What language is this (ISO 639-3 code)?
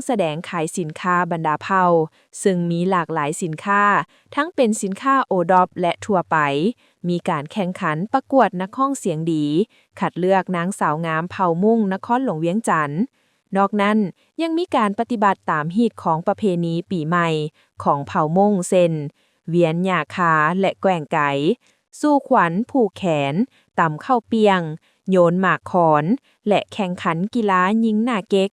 lao